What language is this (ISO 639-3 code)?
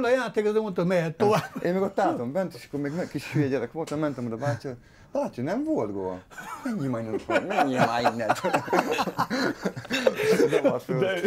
hun